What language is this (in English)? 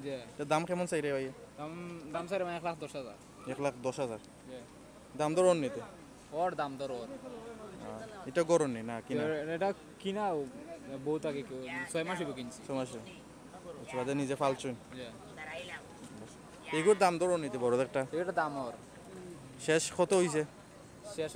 Sylheti